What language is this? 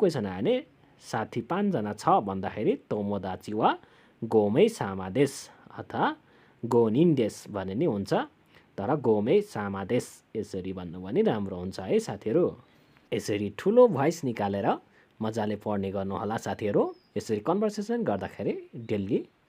Nepali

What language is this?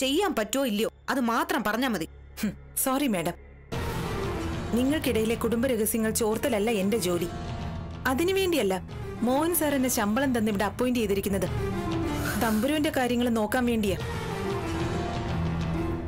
Malayalam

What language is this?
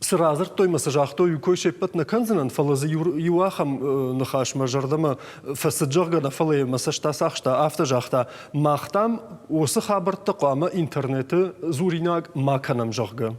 Ossetic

